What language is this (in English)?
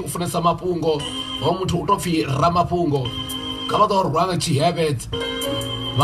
Venda